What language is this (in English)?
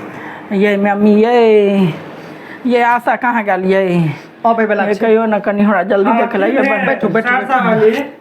Maithili